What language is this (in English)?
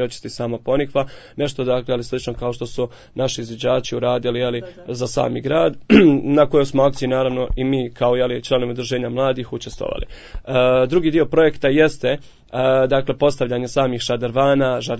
Bosnian